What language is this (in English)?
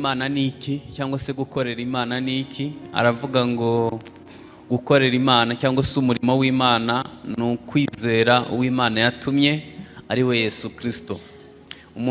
Kinyarwanda